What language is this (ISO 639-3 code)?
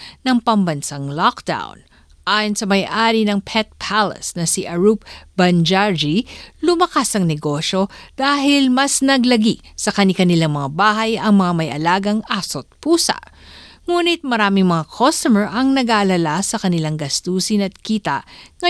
fil